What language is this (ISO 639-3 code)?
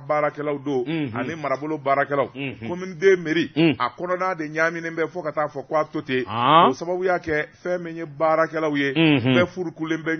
bam